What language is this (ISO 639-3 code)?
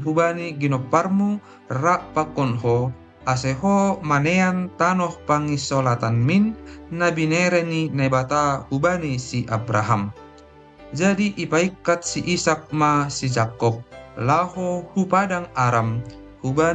bts